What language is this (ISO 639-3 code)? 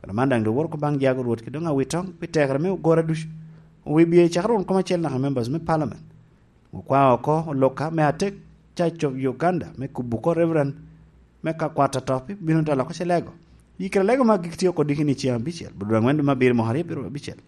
laj